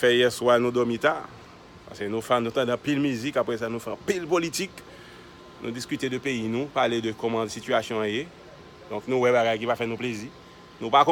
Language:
Haitian Creole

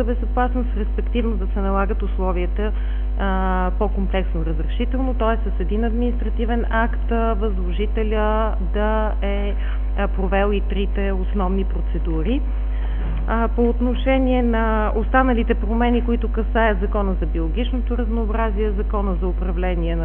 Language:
Bulgarian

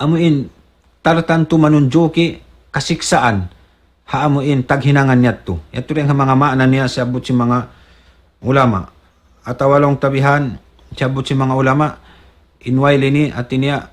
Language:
Tausug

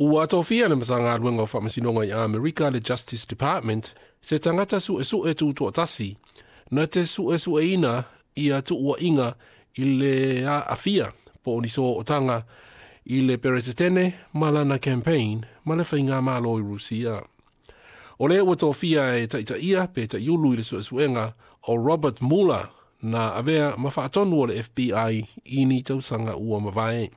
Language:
Samoan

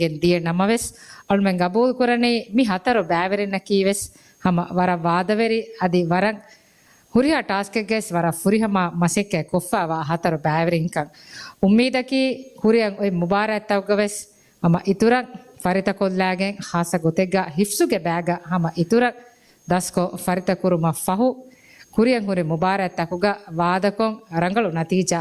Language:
Divehi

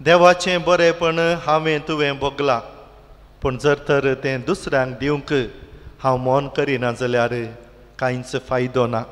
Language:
Konkani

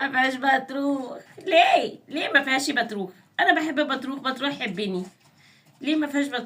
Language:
Egyptian Arabic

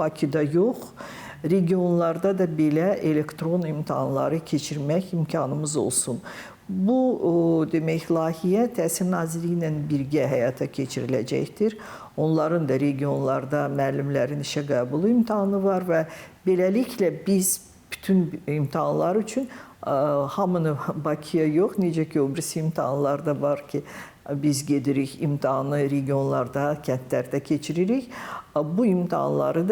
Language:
Azerbaijani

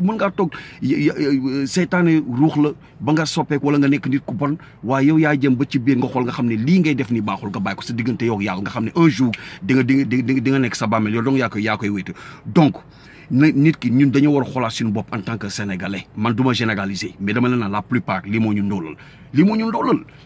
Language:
Wolof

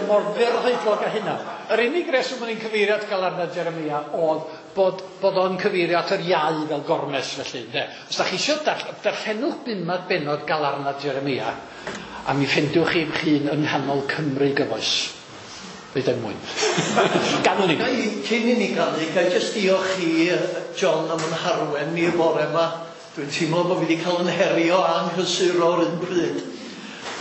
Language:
Welsh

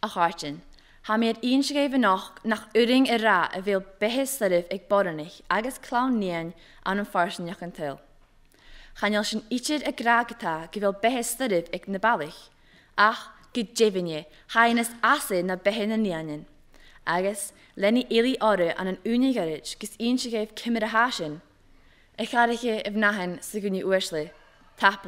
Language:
Scottish Gaelic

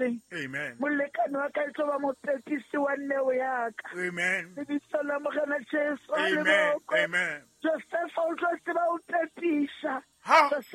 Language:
Southern Sotho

